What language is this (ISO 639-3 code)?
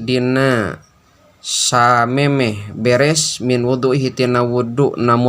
sun